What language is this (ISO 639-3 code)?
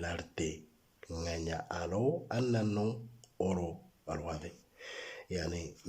mor